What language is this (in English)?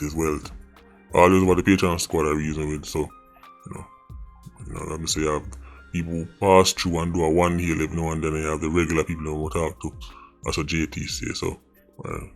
Jamaican Creole English